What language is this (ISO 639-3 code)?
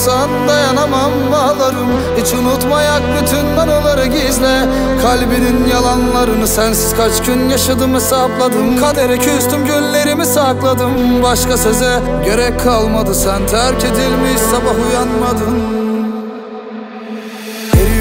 tur